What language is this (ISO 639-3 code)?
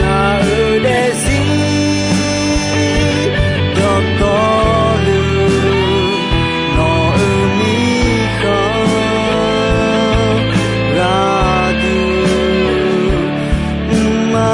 ahk